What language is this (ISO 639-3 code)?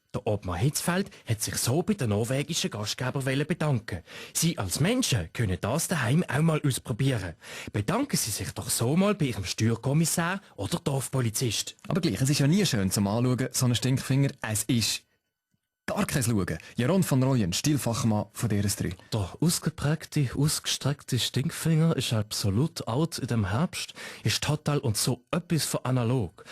gsw